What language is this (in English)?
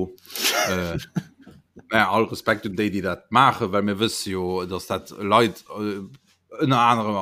Luxembourgish